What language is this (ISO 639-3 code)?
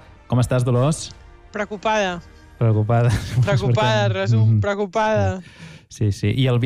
cat